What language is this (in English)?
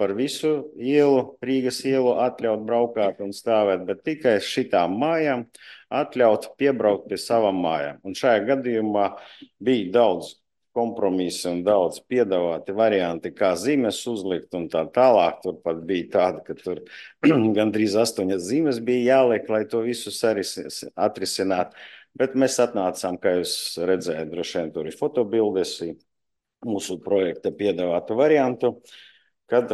Latvian